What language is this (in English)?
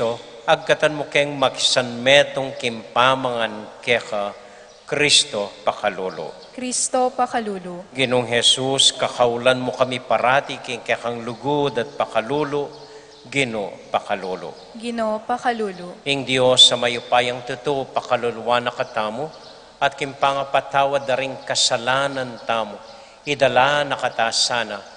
Pampanga